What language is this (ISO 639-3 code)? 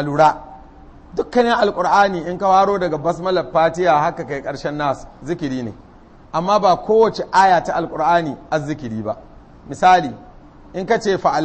hau